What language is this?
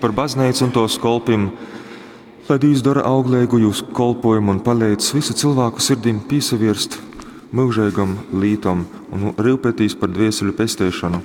Latgalian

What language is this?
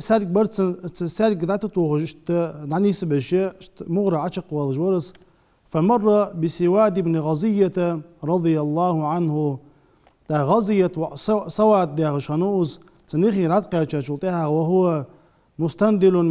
Ingush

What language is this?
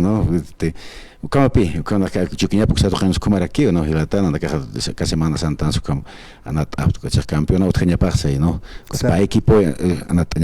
Aymara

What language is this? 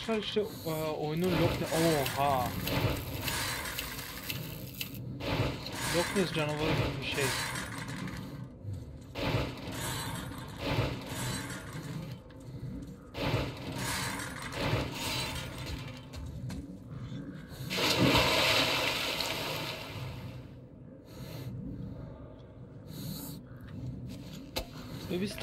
Turkish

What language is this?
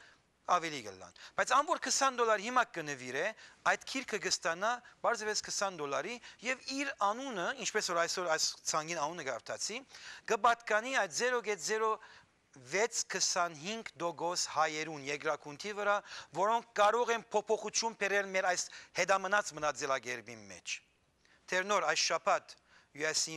Western Armenian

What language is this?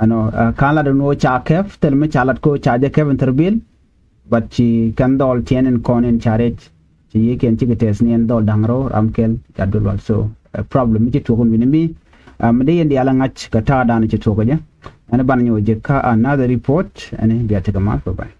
Nuer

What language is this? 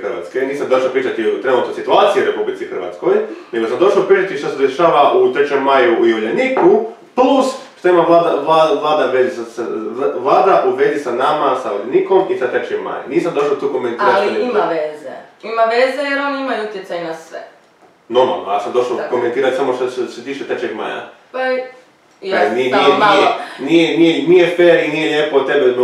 Croatian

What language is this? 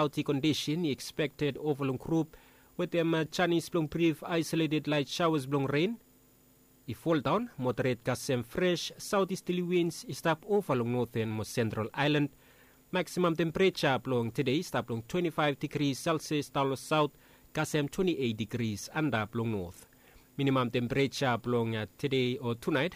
Bislama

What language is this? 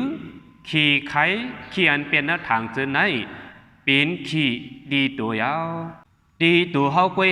Shan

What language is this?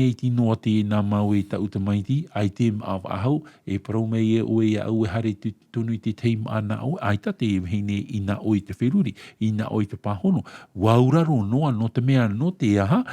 Tahitian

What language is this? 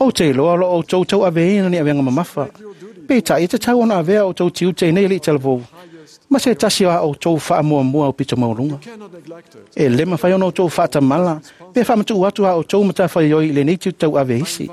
Samoan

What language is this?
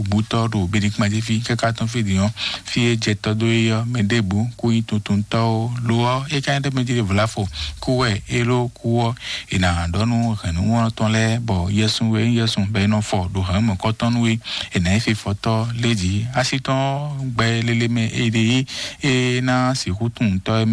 Fon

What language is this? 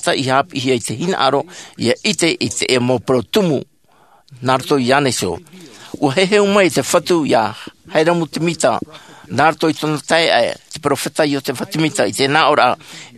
Tahitian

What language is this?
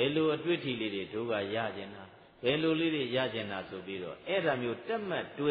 Burmese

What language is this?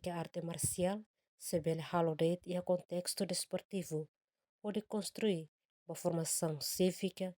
Tetum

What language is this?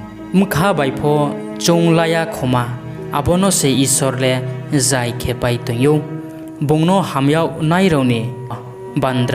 Riang (India)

